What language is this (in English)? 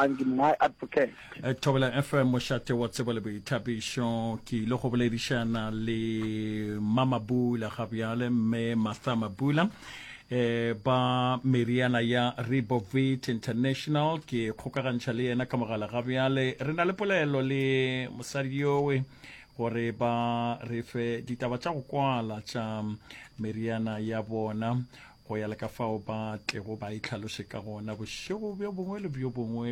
Northern Sotho